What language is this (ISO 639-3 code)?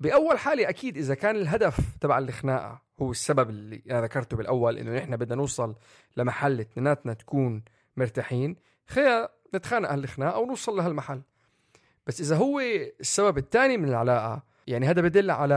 apc